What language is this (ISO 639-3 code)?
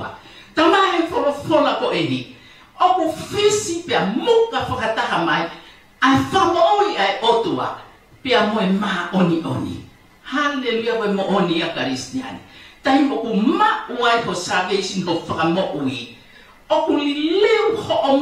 ton